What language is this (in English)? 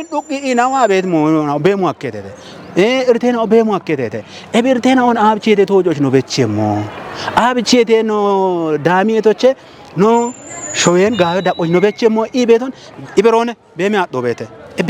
Kafa